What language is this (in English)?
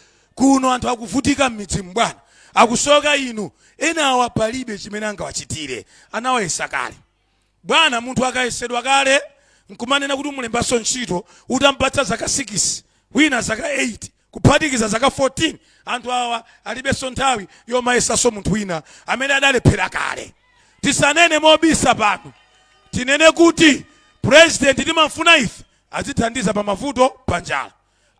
Nyanja